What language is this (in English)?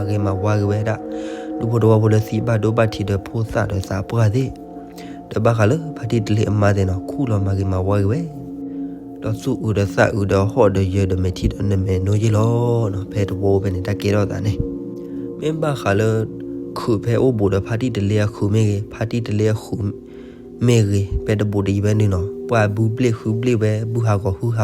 S'gaw Karen